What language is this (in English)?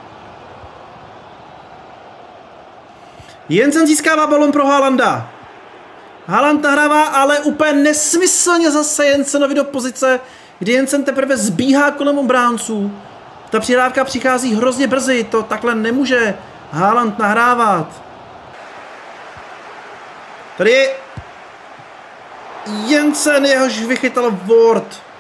Czech